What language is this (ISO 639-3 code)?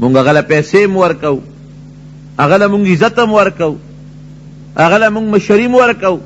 pus